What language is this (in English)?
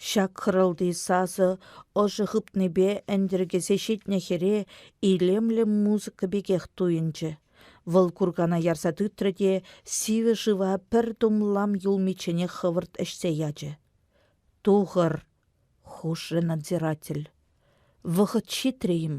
Chuvash